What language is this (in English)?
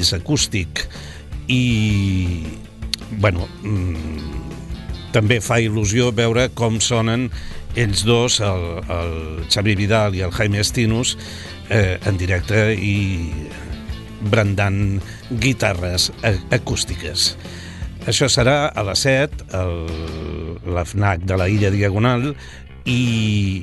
Catalan